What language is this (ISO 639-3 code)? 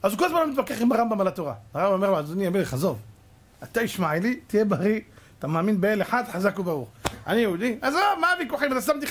heb